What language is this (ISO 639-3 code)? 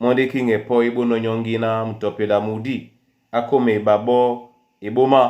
dua